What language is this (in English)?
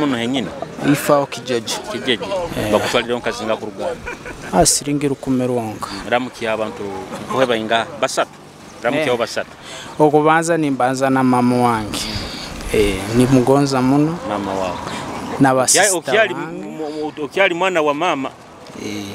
Nyoro